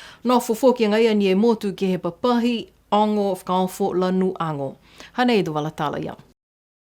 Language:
Niuean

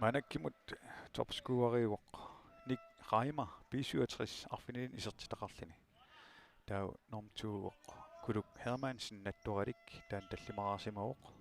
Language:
Kalaallisut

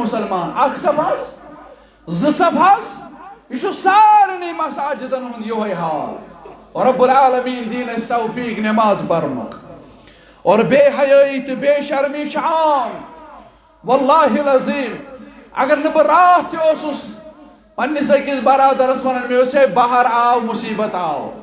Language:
Kashmiri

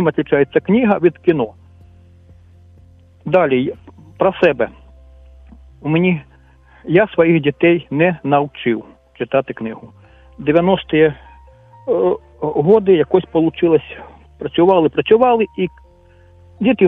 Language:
Ukrainian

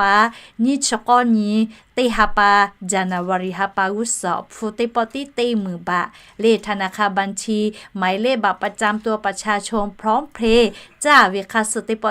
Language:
Lahu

